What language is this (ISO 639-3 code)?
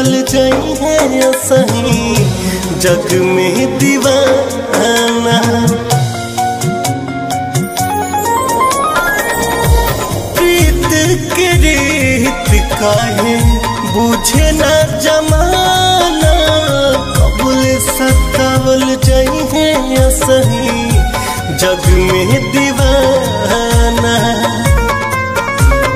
bho